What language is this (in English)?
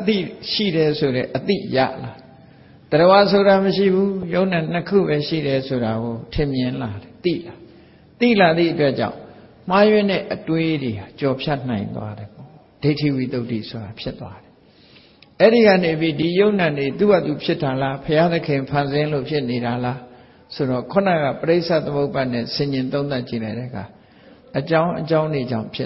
Burmese